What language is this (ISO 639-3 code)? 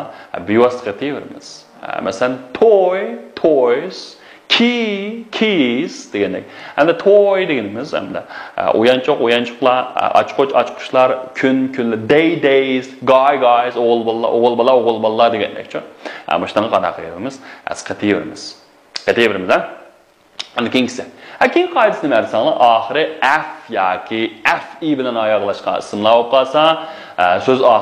uig